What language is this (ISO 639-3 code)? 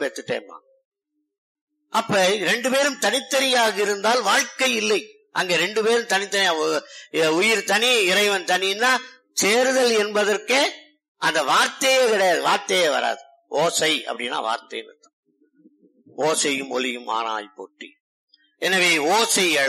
tam